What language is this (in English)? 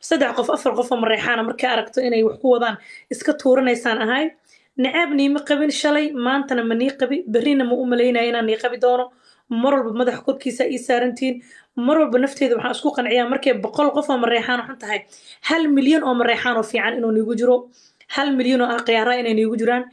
Somali